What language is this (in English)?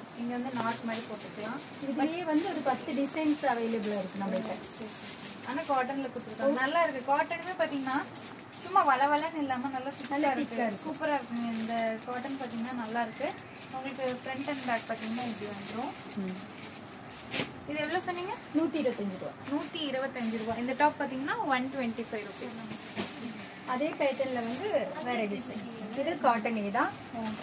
Tamil